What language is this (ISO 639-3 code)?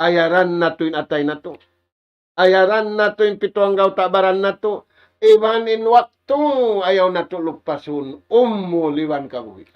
tsg